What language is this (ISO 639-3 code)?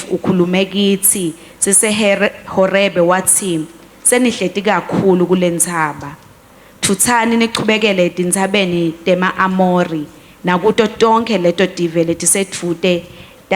ssw